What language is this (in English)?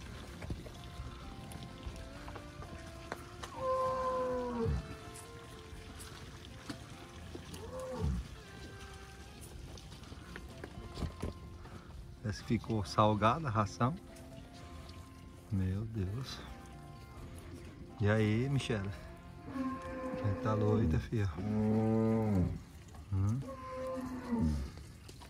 Portuguese